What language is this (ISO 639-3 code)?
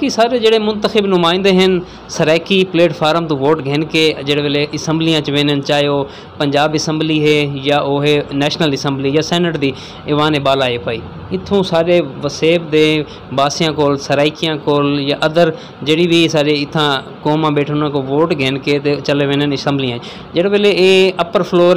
skr